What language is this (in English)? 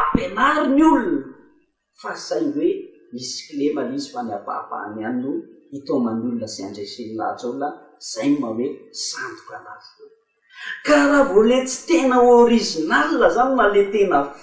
Malagasy